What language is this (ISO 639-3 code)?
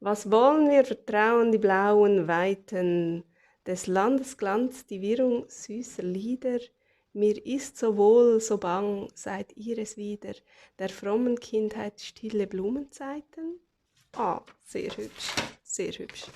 gsw